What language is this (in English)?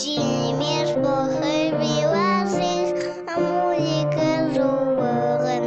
Yiddish